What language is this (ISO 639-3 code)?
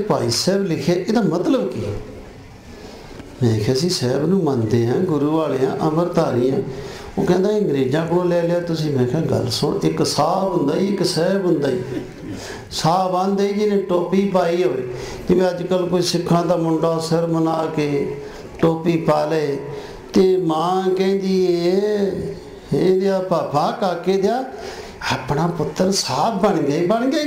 pan